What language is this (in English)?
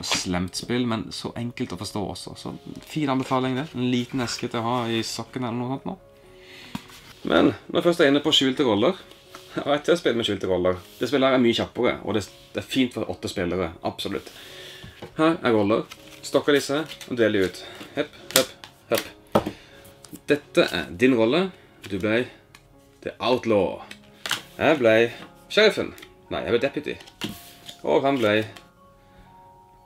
Norwegian